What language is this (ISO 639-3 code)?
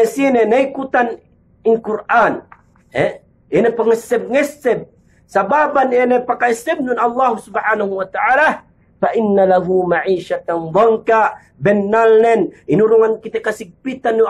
yka